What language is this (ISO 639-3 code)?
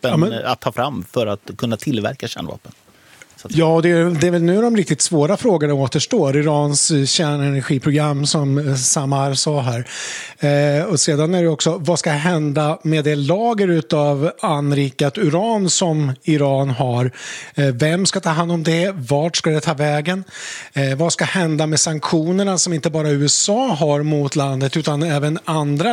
swe